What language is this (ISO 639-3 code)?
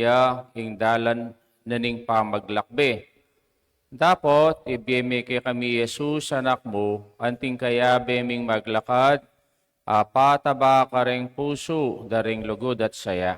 pam